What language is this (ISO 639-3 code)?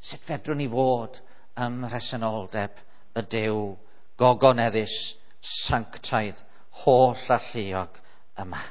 cym